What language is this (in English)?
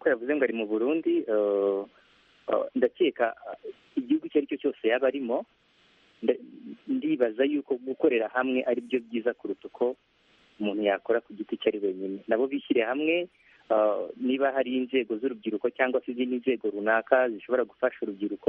Kinyarwanda